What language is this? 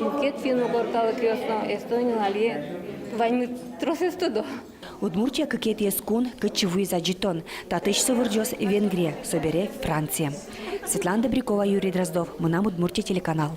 Udmurt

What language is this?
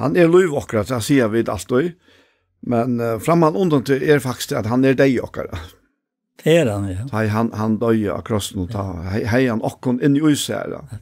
Faroese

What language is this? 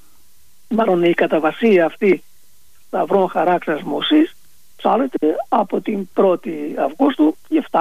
Greek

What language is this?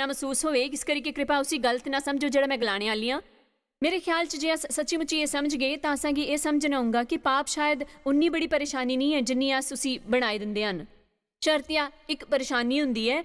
Dogri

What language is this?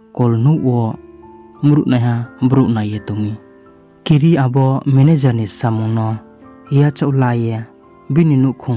Riang (India)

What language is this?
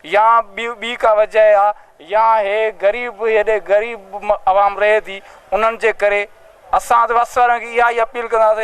Sindhi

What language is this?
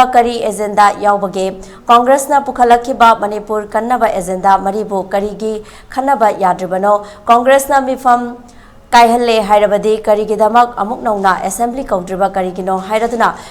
Manipuri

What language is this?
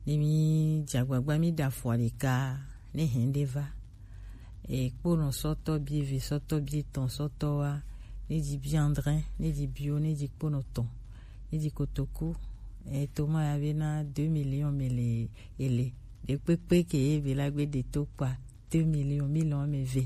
Gen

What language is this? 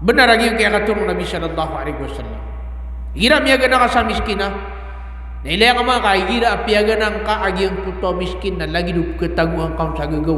Maranao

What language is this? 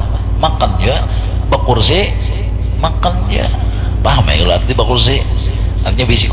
Banjar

